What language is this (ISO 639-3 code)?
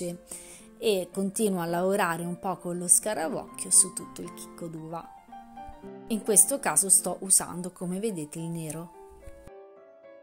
ita